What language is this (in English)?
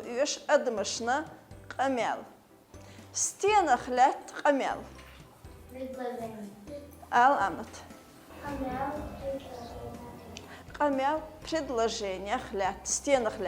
Chechen